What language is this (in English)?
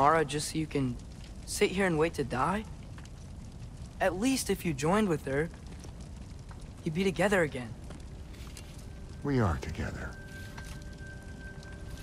English